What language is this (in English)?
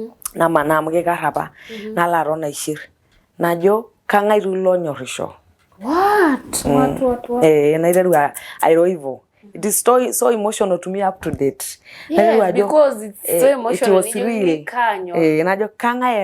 Masai